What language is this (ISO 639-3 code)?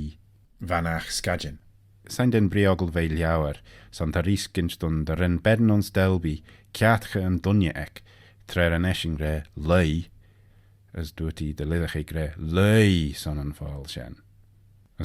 glv